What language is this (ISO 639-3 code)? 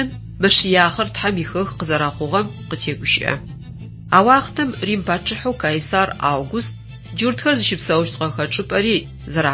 ady